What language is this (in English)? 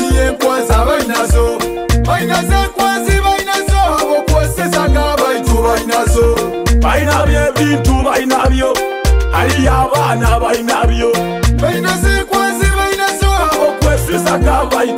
Nyoro